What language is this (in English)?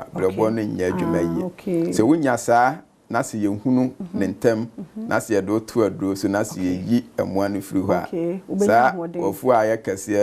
Akan